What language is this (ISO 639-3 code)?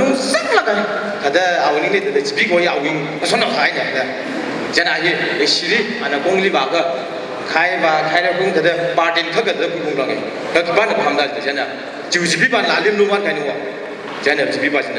nmf